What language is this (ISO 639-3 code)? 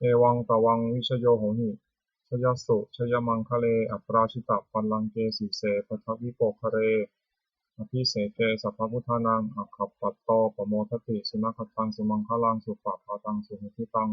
pli